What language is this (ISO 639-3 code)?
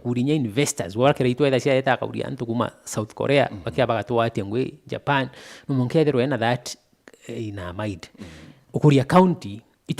mer